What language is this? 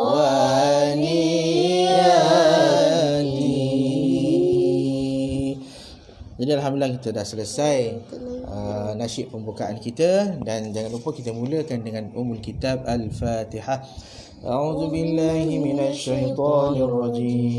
Malay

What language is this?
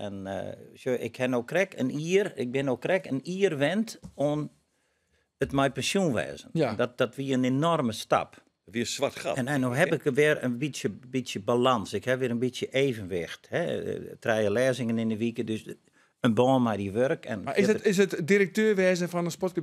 Western Frisian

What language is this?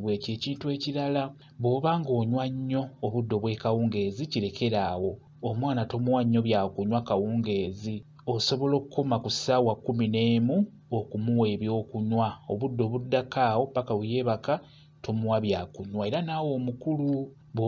Ganda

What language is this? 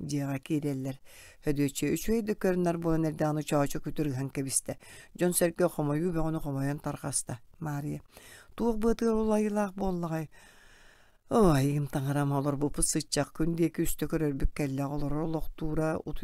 Yakut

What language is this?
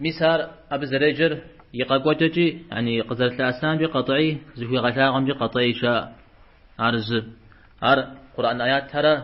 Kabardian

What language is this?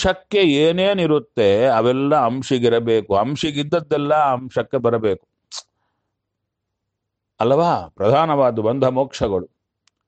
Kannada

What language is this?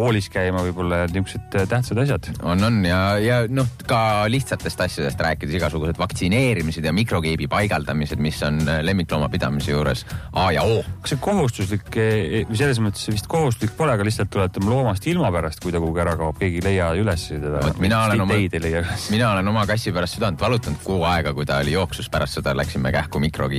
Estonian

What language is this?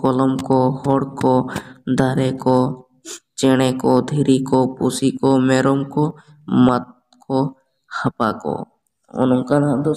Santali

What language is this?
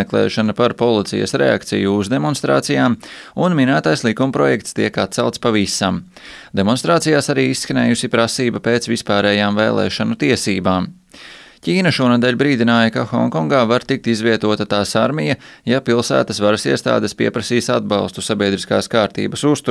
Latvian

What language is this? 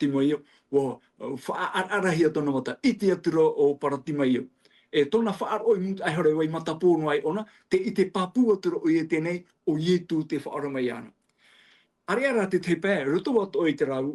Tahitian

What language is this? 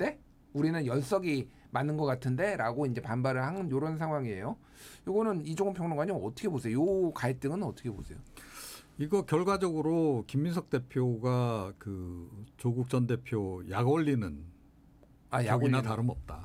Korean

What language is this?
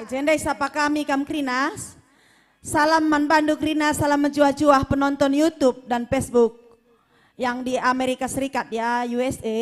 Batak Karo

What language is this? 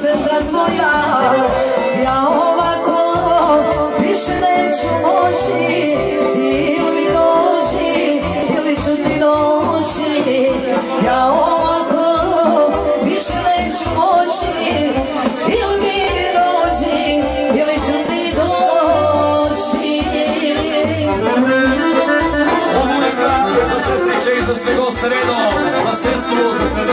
Serbian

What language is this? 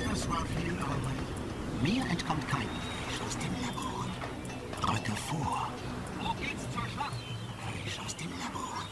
Bavarian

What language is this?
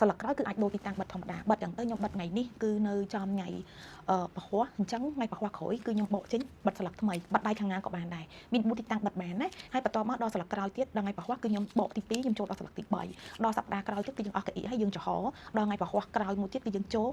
Khmer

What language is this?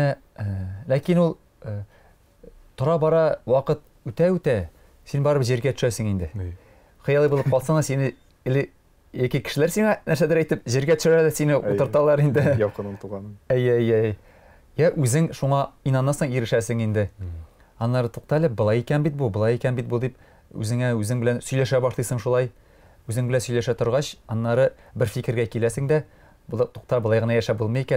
Tatar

